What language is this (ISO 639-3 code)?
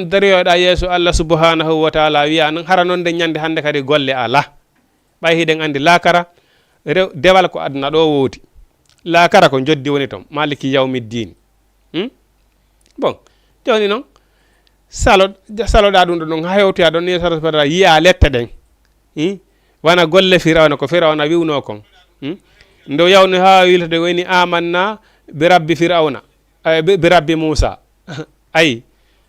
ful